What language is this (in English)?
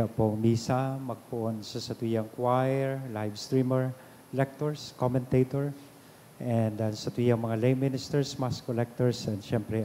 Bikol